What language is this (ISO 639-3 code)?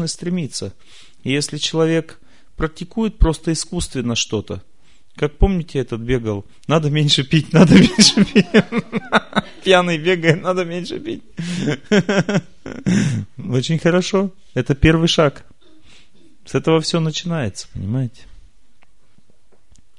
rus